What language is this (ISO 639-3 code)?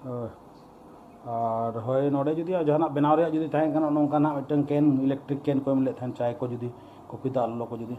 sat